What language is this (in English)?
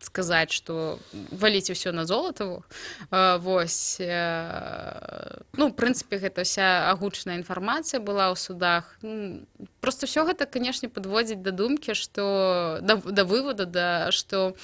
Belarusian